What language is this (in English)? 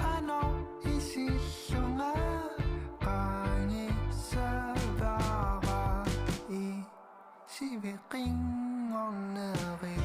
Kalaallisut